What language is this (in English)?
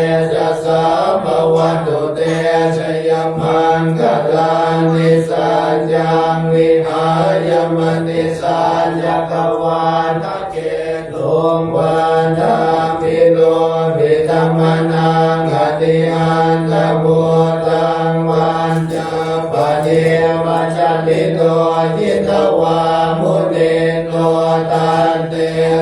Pali